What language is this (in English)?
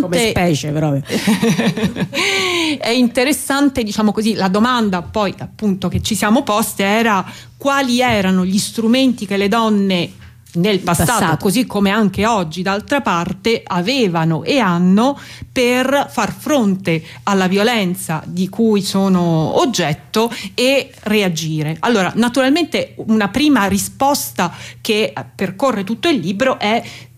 Italian